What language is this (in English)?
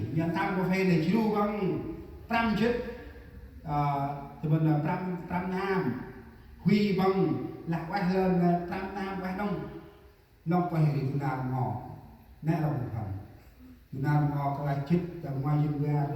Central Mnong